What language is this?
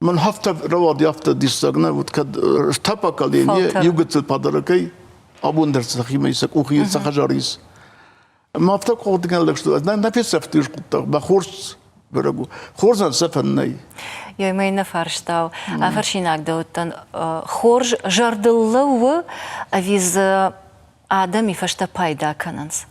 Ossetic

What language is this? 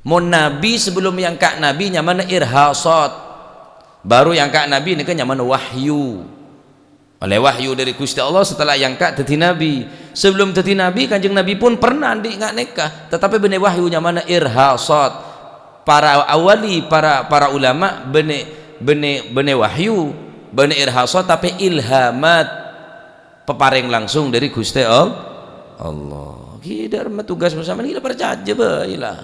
Madurese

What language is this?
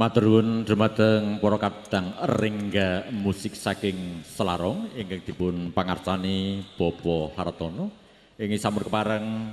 Javanese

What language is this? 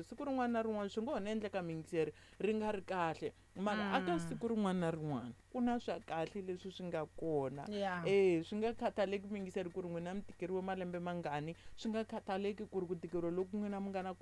Tsonga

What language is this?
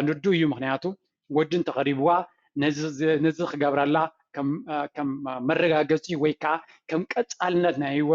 Tigrinya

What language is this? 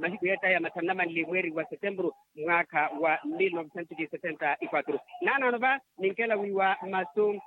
Makhuwa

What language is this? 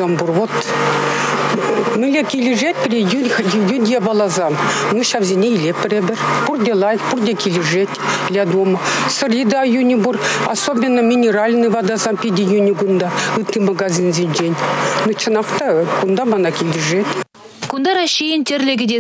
Chuvash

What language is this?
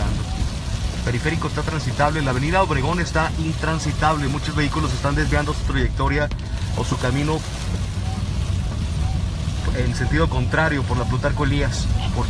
Spanish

